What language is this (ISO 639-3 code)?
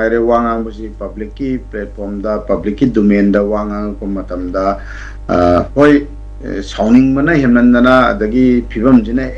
mni